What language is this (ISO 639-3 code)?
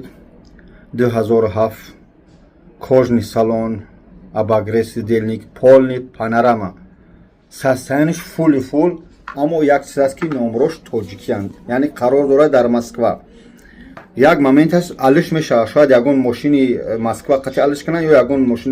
tgk